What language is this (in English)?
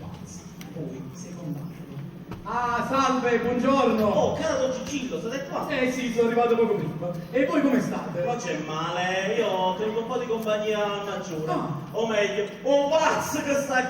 Neapolitan